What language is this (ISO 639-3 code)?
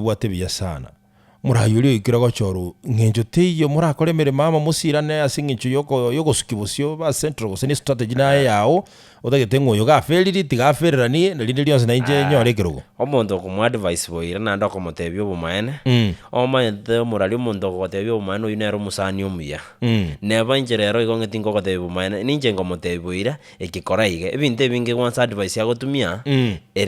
guz